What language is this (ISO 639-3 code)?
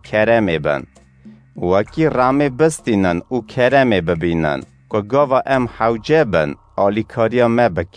kur